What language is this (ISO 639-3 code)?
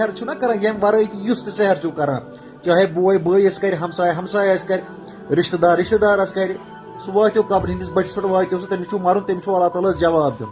kas